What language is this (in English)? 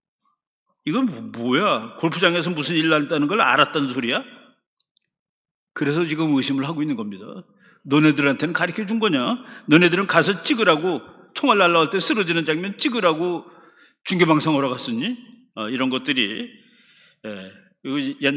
Korean